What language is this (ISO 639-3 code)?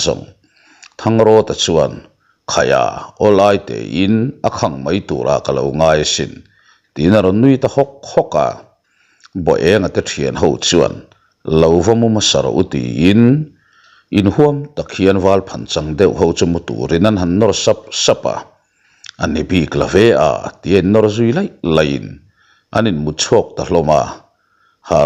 lus